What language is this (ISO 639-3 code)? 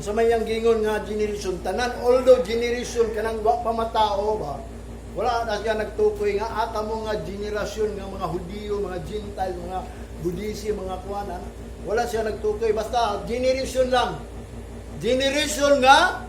ceb